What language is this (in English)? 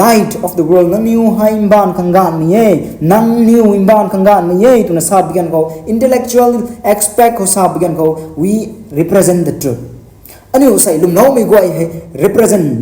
Rongmei Naga